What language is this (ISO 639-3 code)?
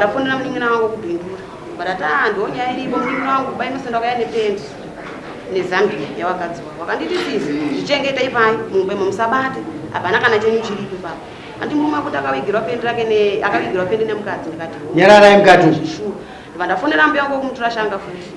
sna